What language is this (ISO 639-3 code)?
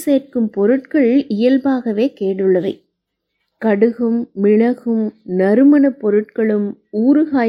tam